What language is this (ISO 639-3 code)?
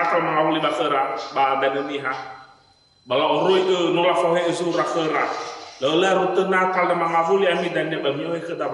nia